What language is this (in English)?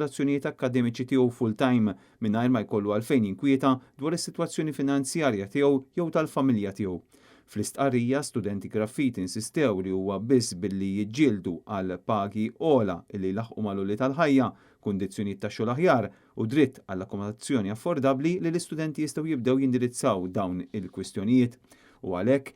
Maltese